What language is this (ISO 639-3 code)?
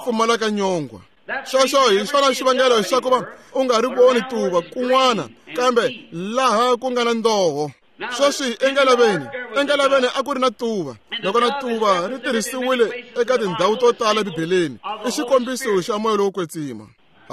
tso